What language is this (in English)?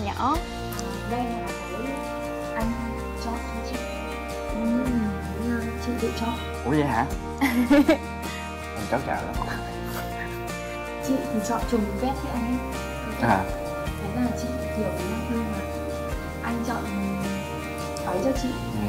Vietnamese